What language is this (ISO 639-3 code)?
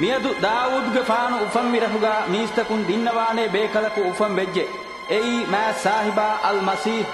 div